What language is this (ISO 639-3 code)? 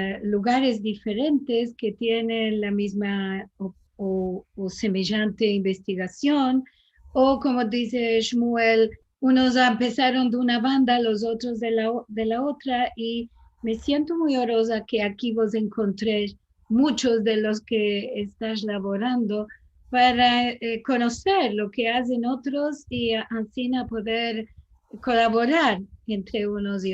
lad